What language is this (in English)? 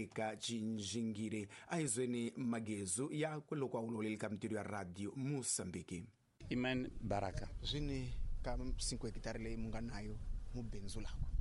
Tsonga